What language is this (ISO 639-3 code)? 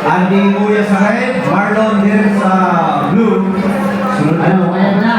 bik